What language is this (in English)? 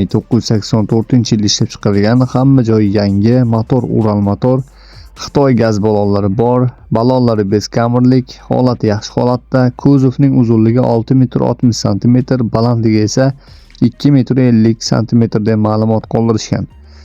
Uzbek